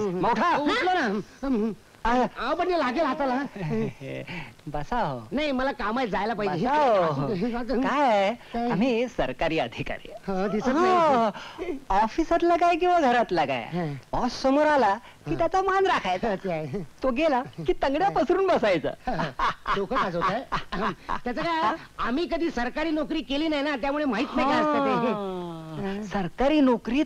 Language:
Marathi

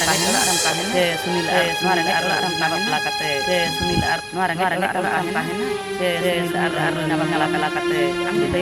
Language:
Santali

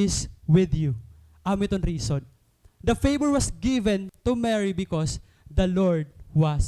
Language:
Waray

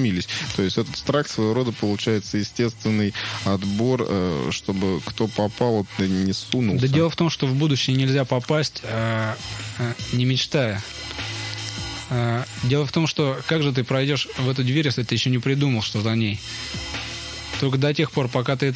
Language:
Russian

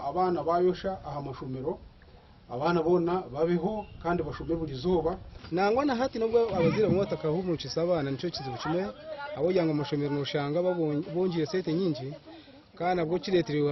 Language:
Nyankole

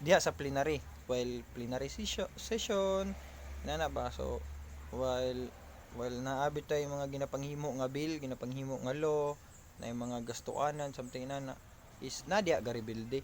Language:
Cebuano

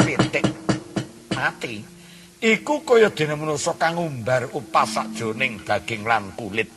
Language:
Javanese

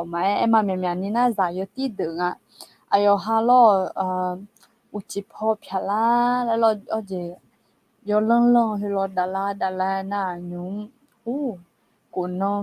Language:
Akha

